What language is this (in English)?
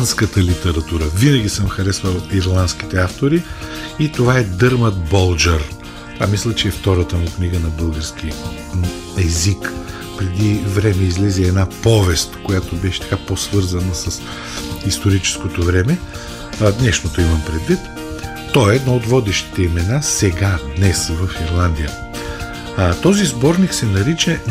Bulgarian